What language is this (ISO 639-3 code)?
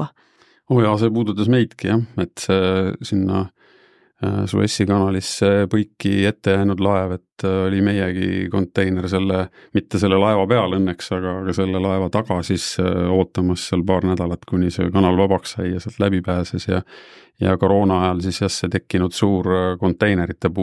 est